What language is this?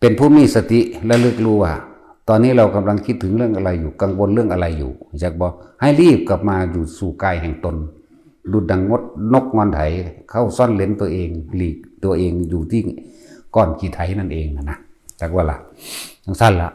Northeastern Thai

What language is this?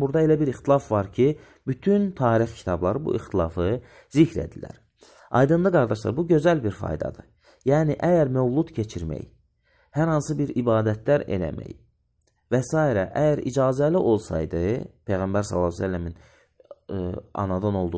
Azerbaijani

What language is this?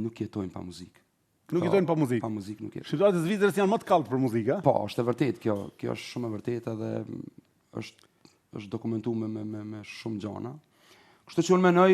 Albanian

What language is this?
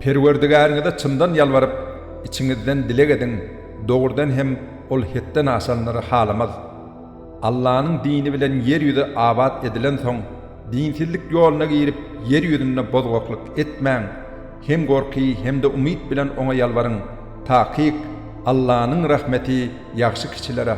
Turkmen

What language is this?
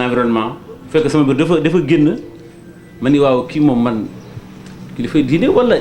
Wolof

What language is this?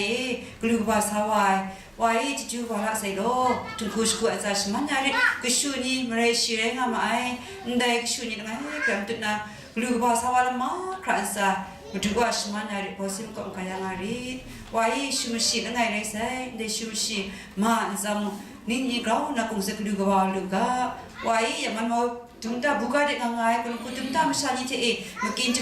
Kachin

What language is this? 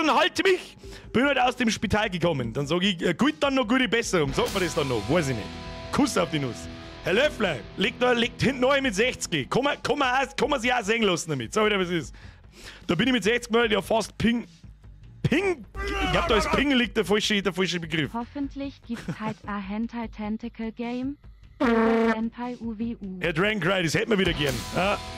Bavarian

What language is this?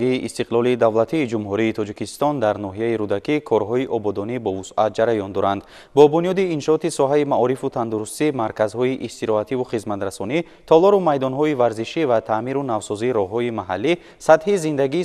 Tajik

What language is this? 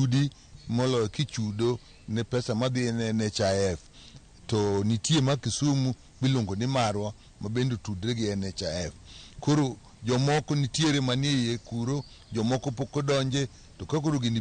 Luo (Kenya and Tanzania)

